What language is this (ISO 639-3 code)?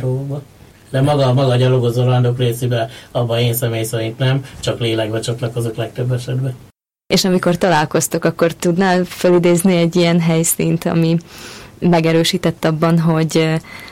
hun